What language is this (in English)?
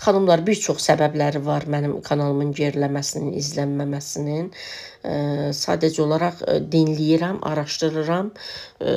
Azerbaijani